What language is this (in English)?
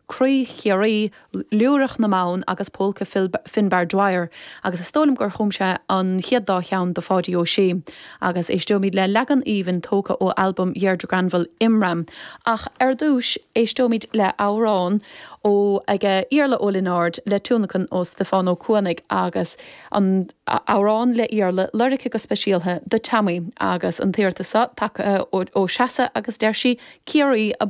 Irish